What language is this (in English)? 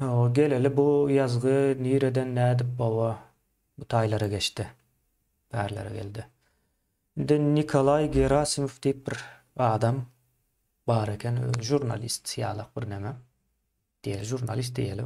Turkmen